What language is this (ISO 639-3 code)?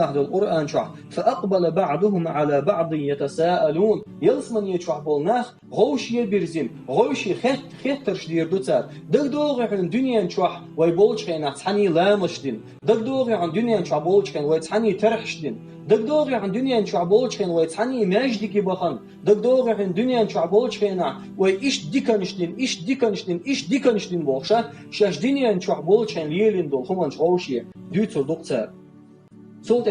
che